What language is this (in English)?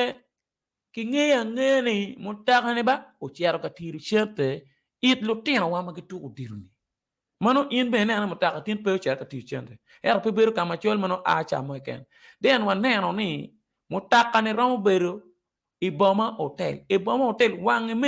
Acoli